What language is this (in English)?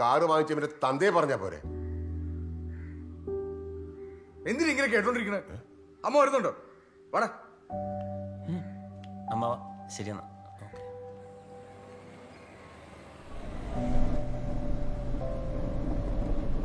Malayalam